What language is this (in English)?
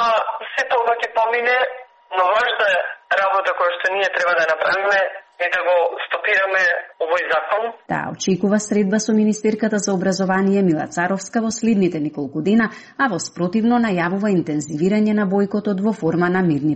Macedonian